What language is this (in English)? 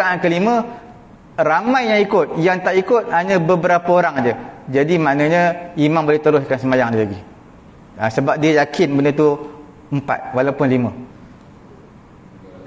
Malay